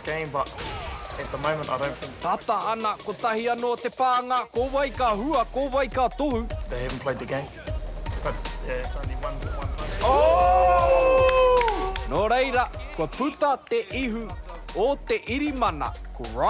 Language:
Māori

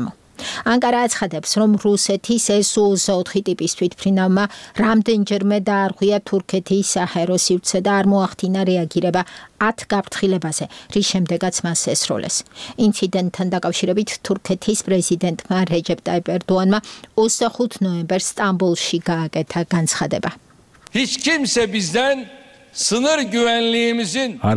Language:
Georgian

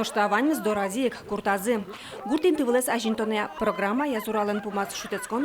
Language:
Udmurt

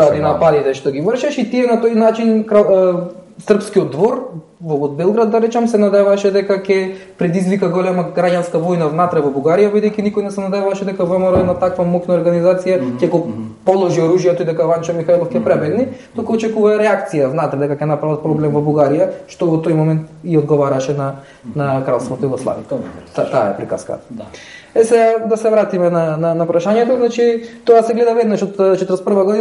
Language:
Macedonian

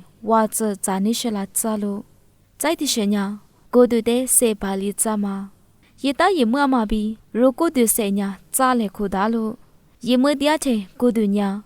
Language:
Lisu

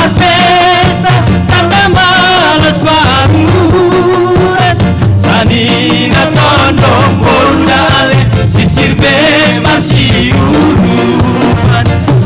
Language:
Batak Simalungun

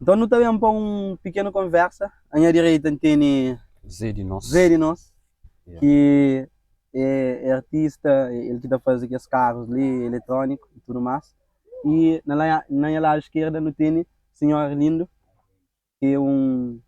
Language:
Kabuverdianu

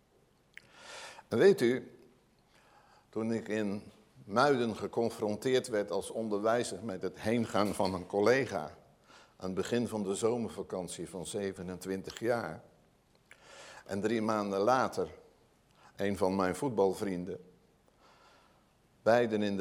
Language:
Dutch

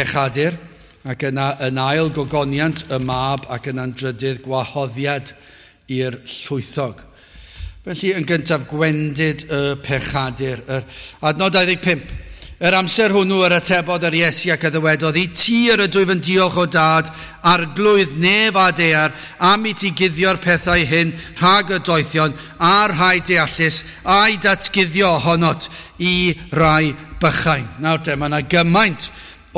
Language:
Welsh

